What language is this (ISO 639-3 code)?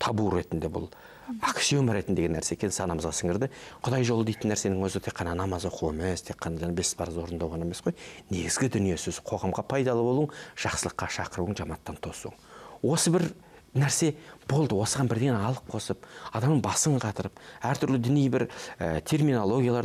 kaz